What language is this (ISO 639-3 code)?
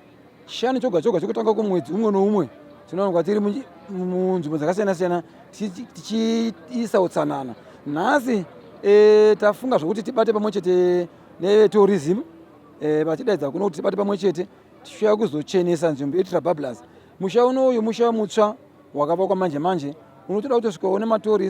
sna